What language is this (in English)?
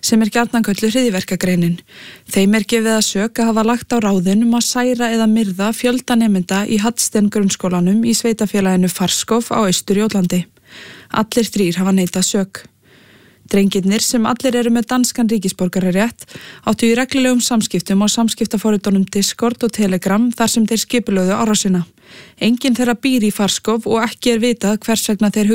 Icelandic